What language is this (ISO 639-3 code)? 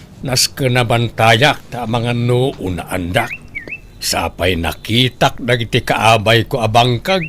ilo